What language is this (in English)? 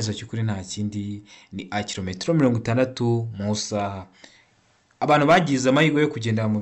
Kinyarwanda